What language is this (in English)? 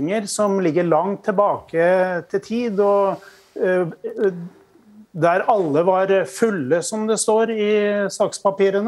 Norwegian